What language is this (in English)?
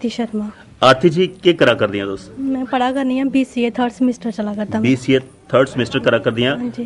Dogri